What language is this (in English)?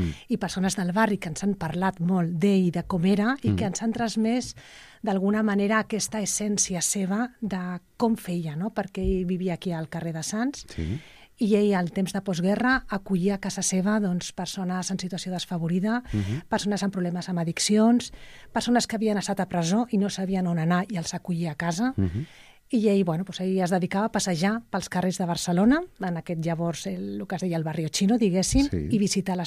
Catalan